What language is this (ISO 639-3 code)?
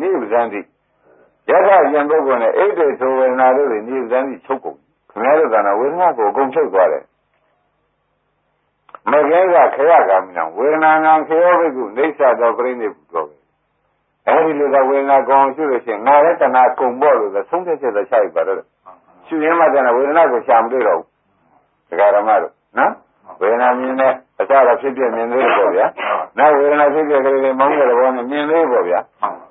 mya